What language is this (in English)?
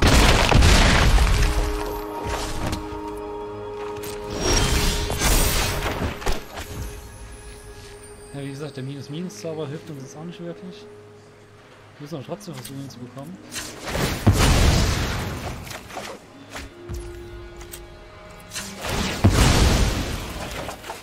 German